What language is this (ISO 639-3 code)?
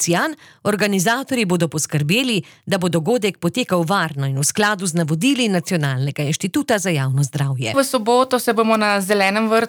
slv